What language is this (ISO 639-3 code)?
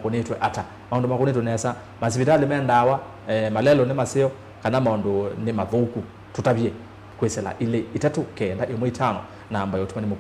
kam